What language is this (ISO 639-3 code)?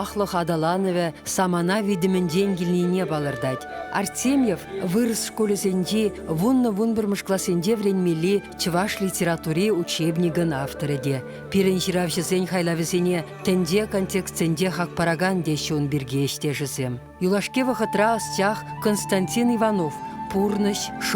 chv